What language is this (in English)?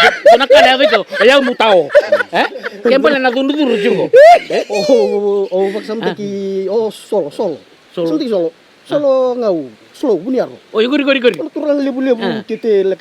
Fijian